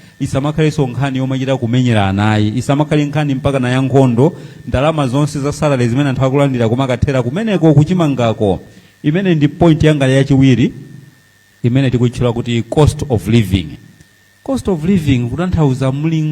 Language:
Nyanja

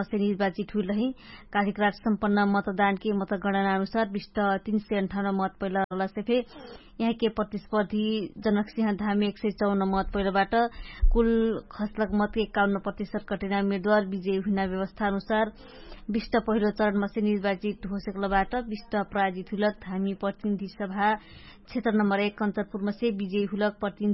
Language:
Dangaura Tharu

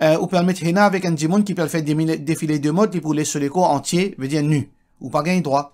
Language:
Morisyen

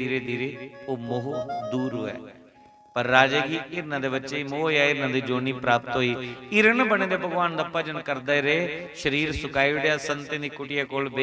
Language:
Dogri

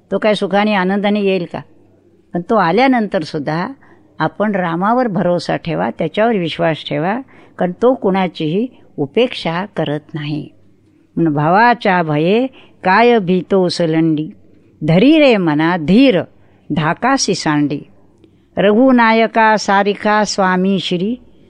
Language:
Marathi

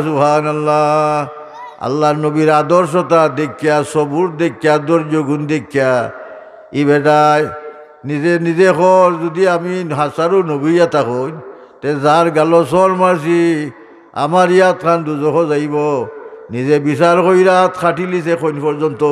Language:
Sylheti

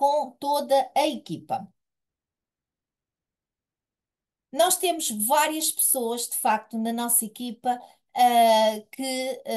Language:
Portuguese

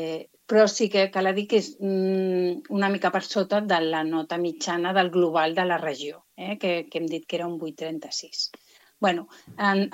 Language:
Catalan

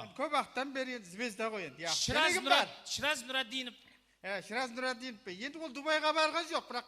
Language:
Kara-Kalpak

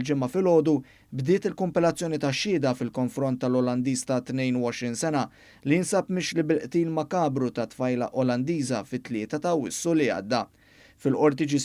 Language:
Maltese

